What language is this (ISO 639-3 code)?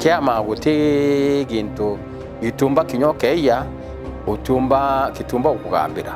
mer